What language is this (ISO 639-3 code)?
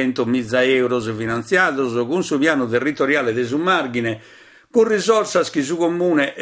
srd